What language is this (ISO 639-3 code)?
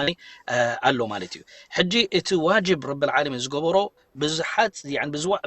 tir